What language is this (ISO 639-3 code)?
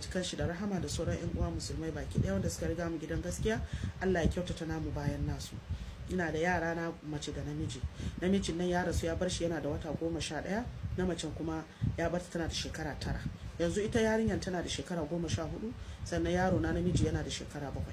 hau